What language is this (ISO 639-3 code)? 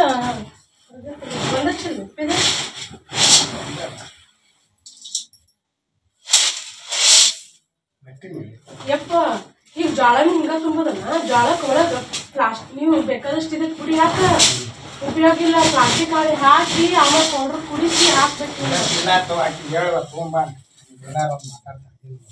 kan